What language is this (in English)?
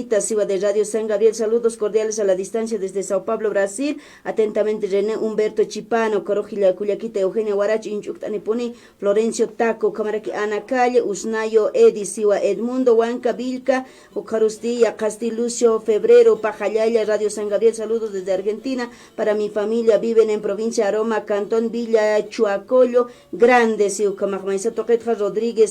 Aymara